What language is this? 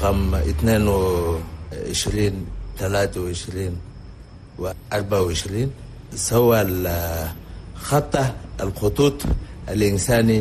Chadian Arabic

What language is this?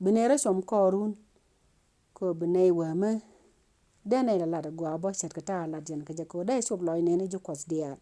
Nuer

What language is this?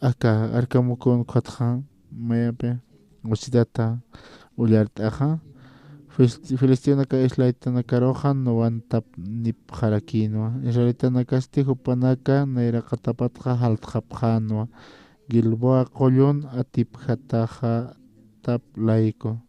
Aymara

